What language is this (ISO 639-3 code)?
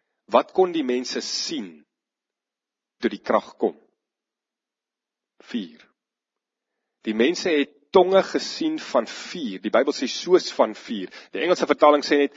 afr